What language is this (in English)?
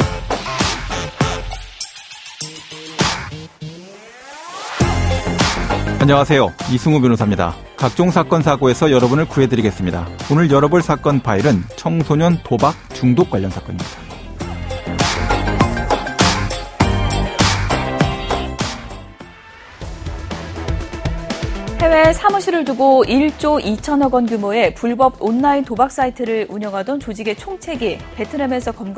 Korean